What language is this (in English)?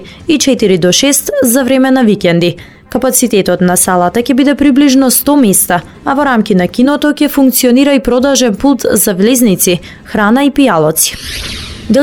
Macedonian